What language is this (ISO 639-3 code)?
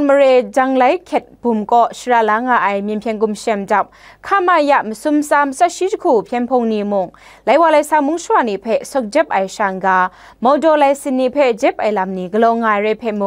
kac